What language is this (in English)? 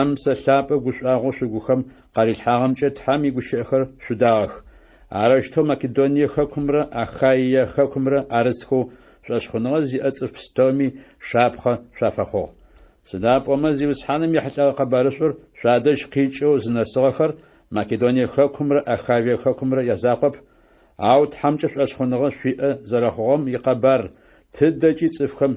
Adyghe